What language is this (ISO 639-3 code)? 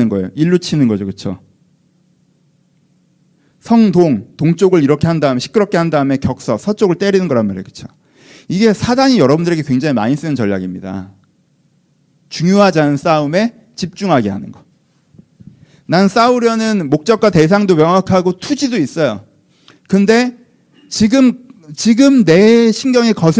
kor